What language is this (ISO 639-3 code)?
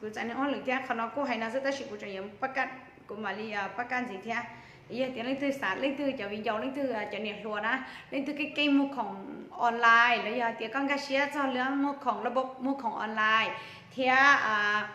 hmn